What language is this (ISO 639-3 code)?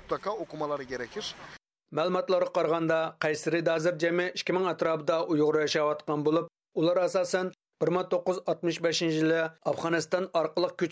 uig